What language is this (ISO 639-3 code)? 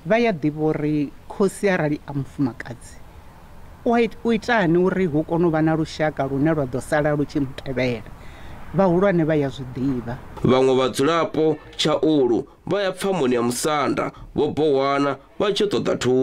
ven